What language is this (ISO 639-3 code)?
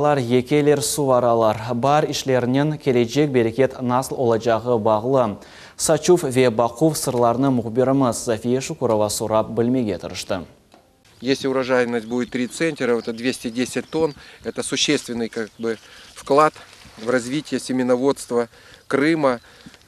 crh